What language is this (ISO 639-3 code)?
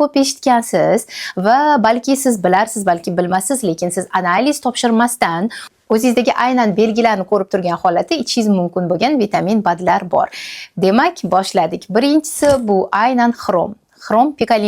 uzb